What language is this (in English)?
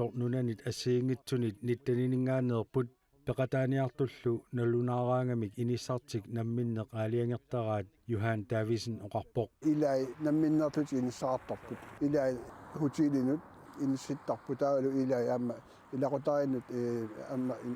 Kalaallisut